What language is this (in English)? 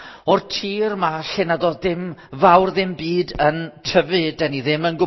Welsh